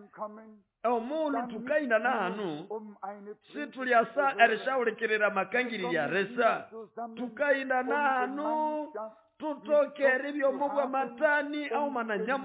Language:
Nande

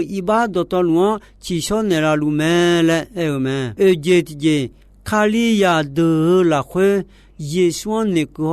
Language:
Akha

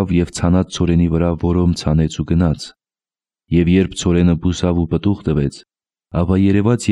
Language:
Armenian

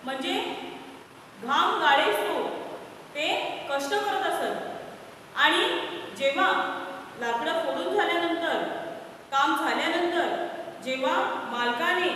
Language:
Marathi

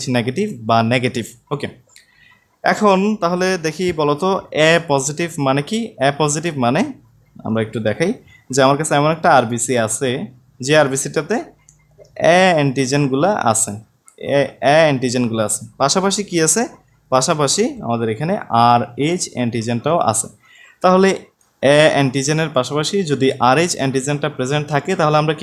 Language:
Bangla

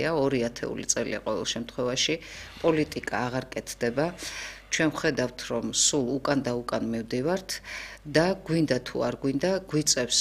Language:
Georgian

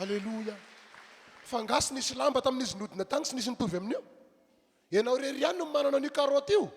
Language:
Malagasy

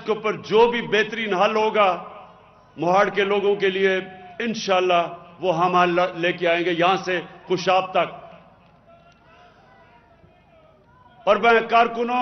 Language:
Urdu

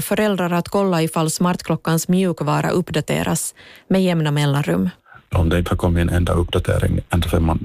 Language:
Swedish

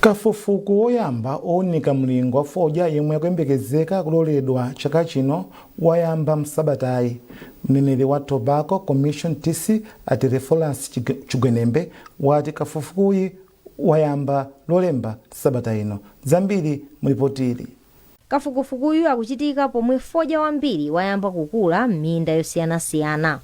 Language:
Nyanja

